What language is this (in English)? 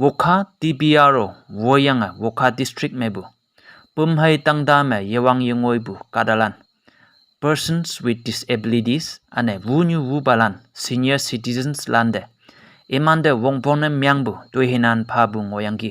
Konyak Naga